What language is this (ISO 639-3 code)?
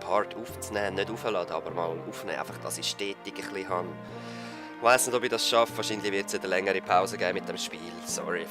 gsw